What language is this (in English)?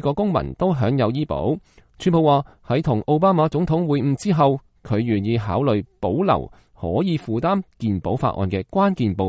Cantonese